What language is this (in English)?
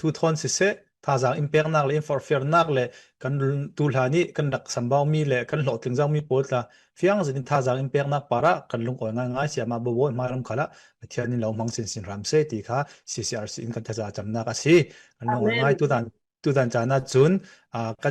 Falam Chin